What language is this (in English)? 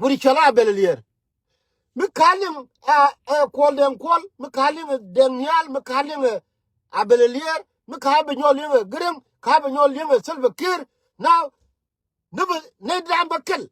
Nuer